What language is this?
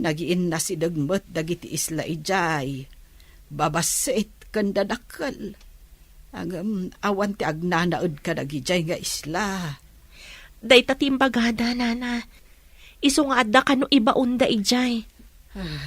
Iloko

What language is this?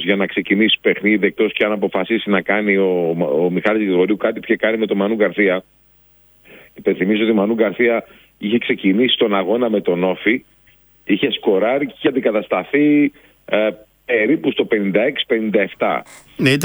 Greek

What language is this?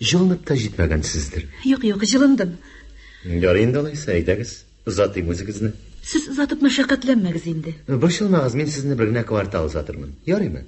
Tatar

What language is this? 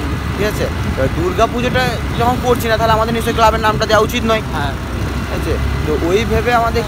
Bangla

